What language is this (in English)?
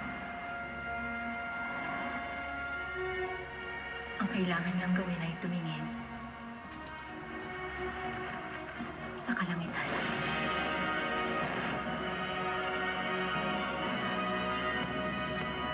Filipino